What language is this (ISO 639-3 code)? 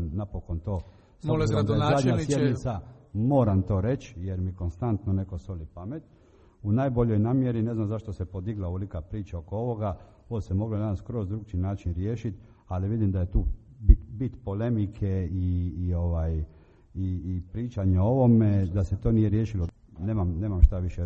hrv